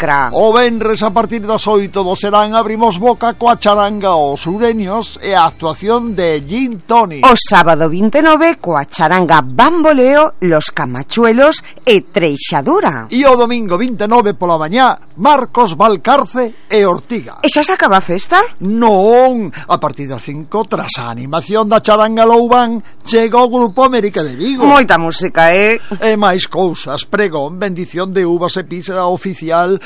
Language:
Galician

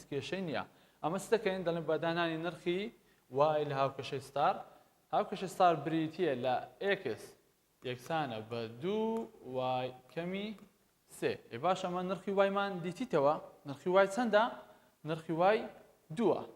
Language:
Central Kurdish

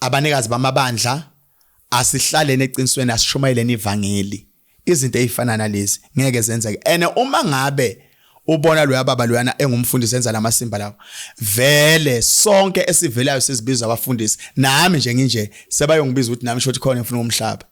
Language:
Zulu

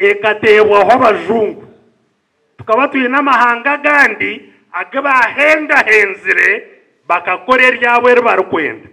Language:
Nyankole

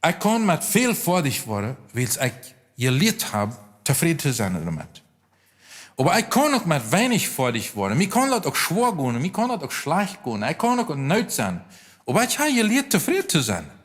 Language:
Plautdietsch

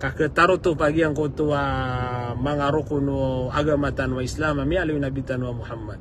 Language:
Maranao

